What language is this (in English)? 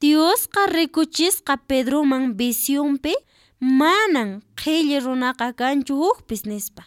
Quechua